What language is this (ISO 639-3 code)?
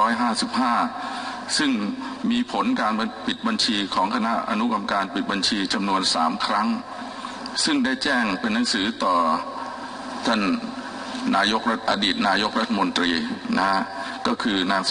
tha